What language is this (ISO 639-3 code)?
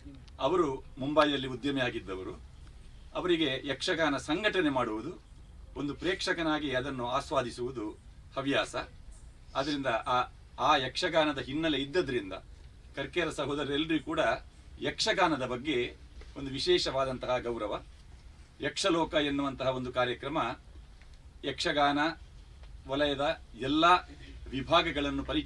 kan